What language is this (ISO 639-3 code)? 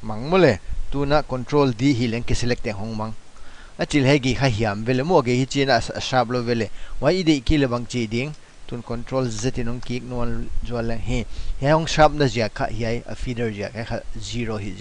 pck